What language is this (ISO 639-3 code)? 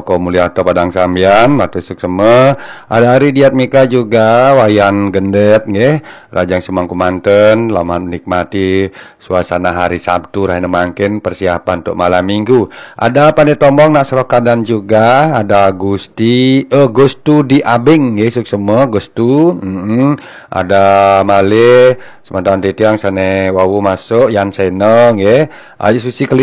ban